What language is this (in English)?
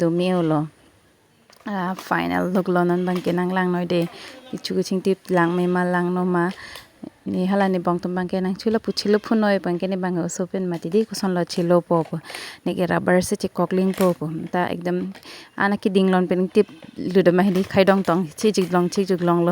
Karbi